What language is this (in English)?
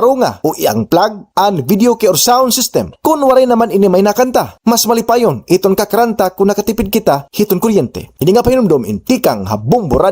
Waray